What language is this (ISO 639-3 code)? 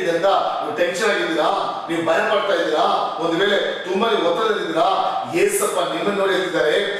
kan